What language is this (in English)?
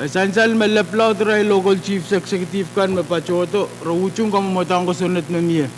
Pohnpeian